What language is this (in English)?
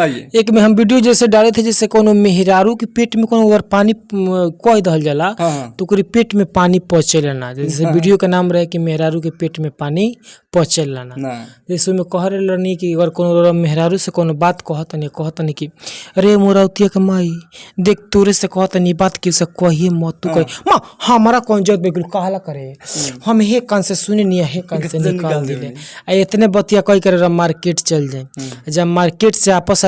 Bhojpuri